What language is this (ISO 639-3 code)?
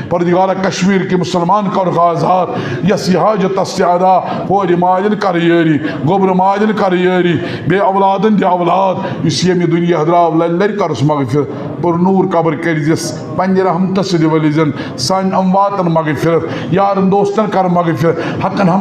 kas